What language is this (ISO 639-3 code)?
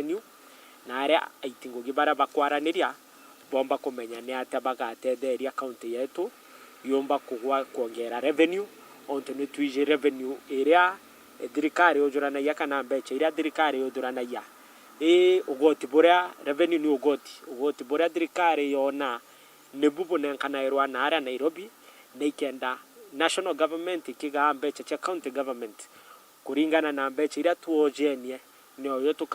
mer